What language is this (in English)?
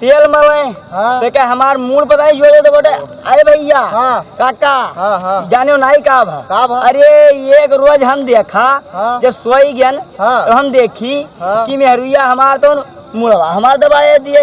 Awadhi